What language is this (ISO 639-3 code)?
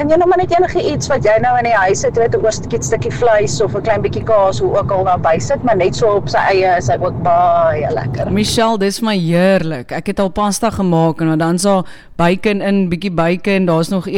afr